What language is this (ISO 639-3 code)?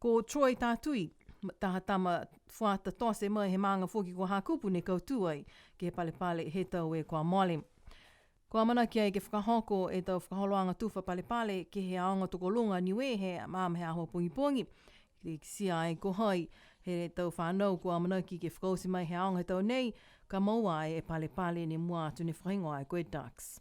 niu